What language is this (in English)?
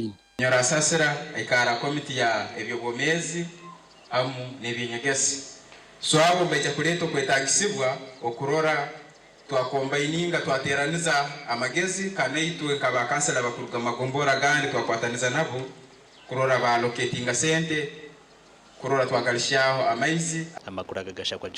Nyankole